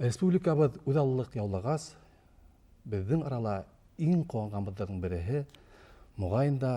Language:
Bashkir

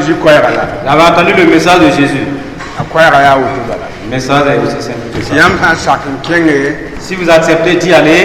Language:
Mossi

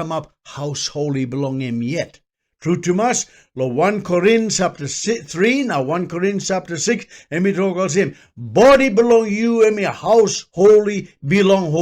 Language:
Tok Pisin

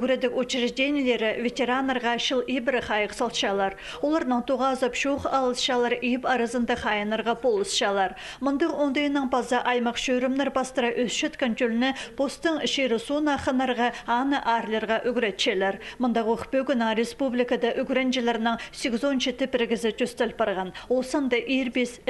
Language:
Khakas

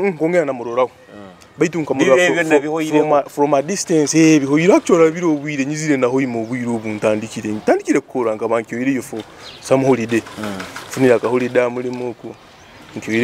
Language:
Nyoro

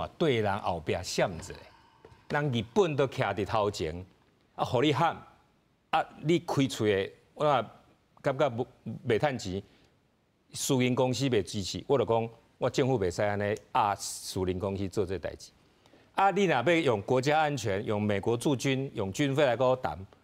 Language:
Min Nan Chinese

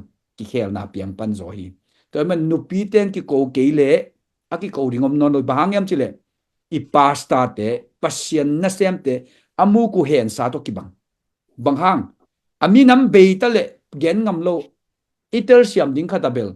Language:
Tedim Chin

